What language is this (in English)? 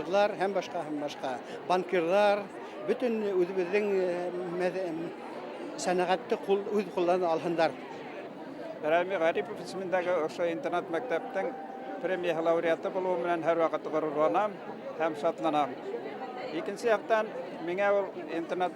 Bashkir